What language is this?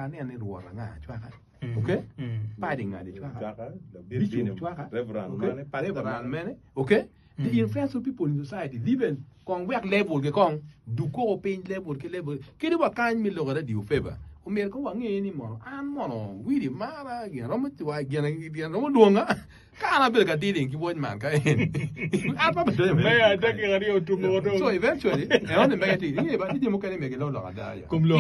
Acoli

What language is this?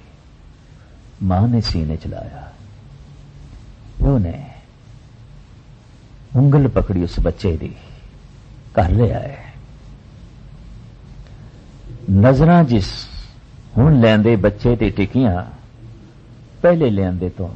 Punjabi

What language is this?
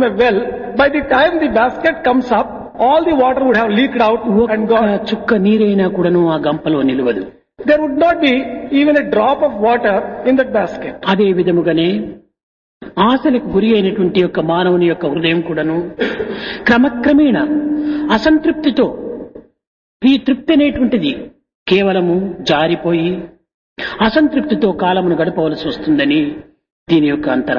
Telugu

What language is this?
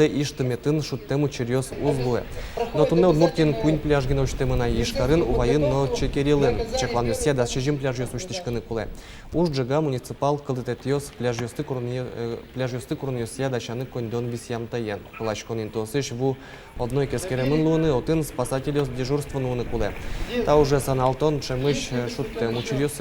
Udmurt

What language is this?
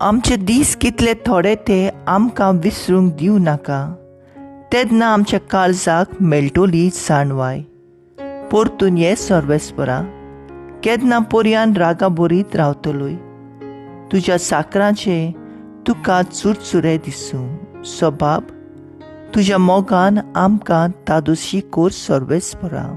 Konkani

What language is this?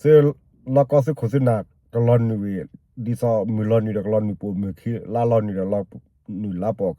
S'gaw Karen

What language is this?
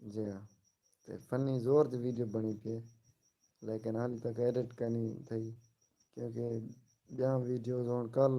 Saraiki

